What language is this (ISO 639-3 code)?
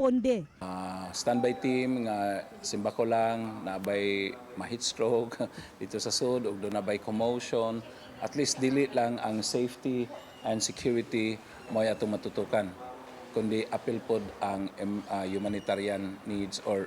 ceb